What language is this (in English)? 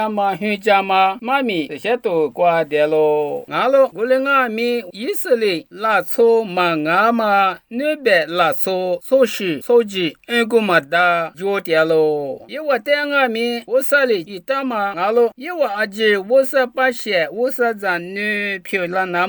Lisu